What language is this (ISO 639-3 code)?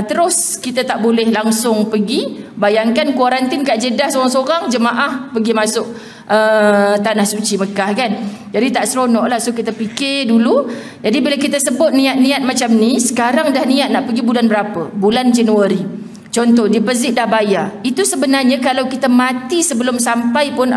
msa